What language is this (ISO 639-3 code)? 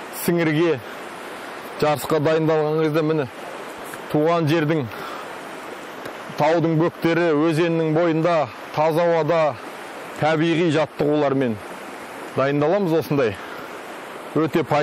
kaz